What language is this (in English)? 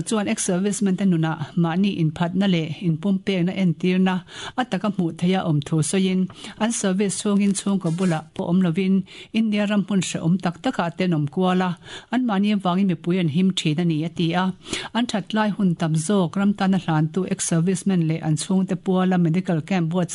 Mizo